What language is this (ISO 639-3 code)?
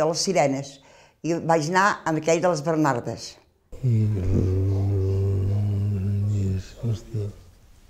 cat